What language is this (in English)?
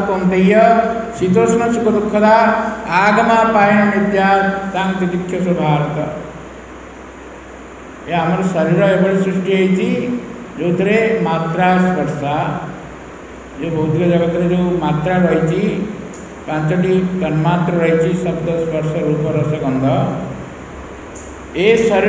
Odia